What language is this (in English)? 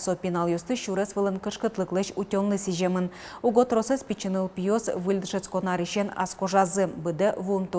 Udmurt